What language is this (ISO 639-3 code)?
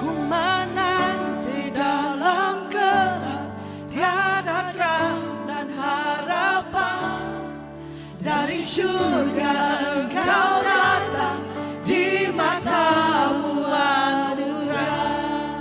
iba